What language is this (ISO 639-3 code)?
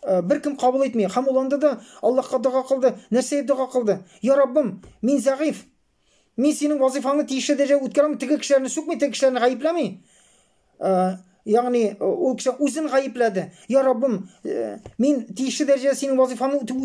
tat